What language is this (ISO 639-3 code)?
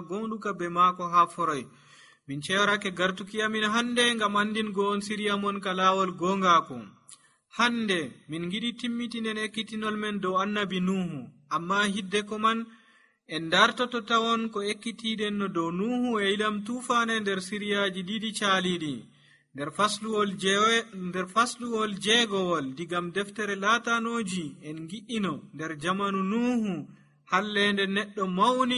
fuv